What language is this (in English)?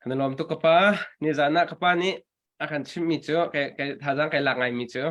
Hakha Chin